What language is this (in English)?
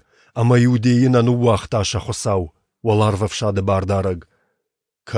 Ossetic